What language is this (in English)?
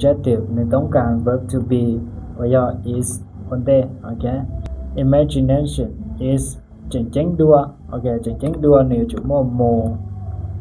Hmong